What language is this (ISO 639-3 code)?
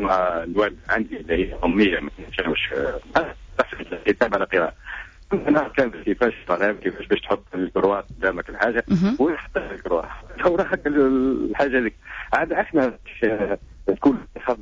aeb